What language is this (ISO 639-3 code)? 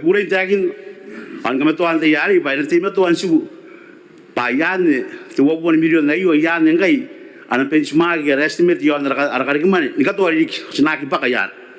gil